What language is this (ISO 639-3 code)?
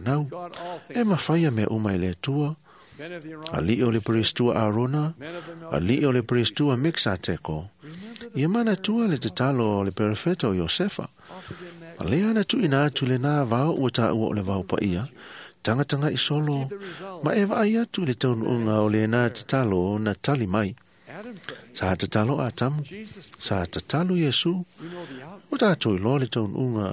smo